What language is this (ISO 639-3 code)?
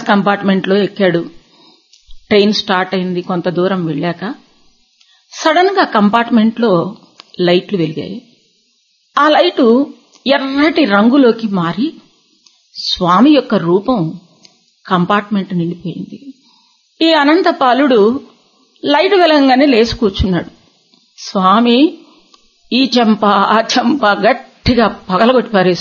tel